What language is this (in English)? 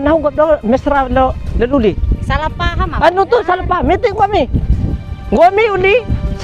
Bima